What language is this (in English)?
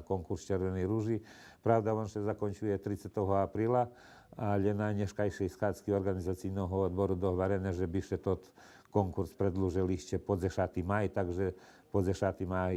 Rusyn